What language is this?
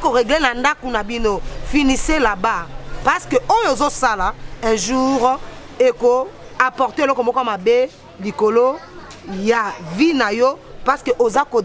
Lingala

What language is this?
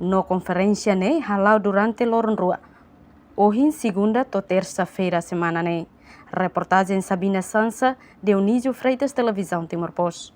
Tetum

